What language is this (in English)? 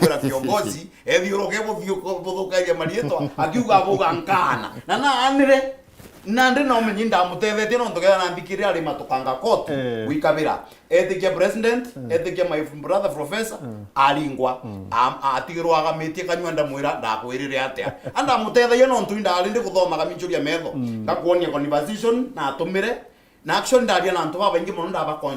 Meru